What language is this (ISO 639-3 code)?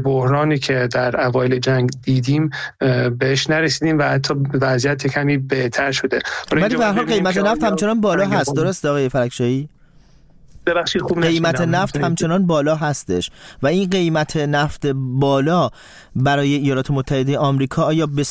fas